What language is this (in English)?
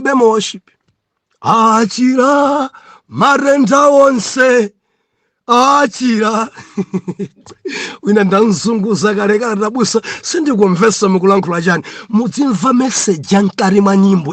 Nyanja